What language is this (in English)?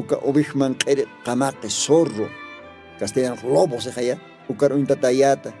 Aymara